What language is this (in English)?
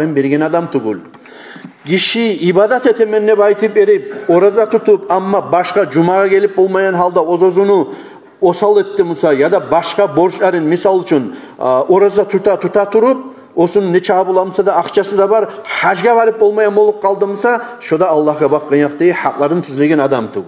Kumyk